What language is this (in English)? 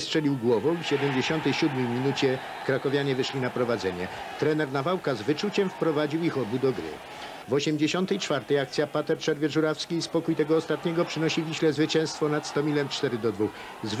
Polish